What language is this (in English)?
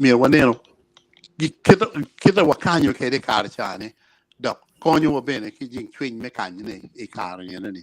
Acoli